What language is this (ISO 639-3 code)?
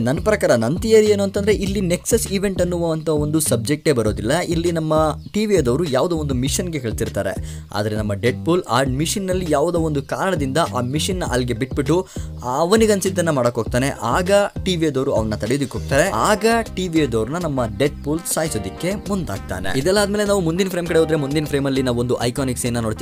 kan